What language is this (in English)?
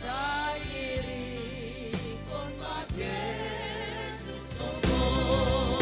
Batak Simalungun